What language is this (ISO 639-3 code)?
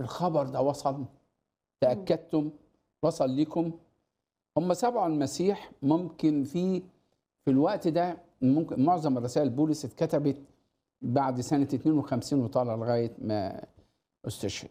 arz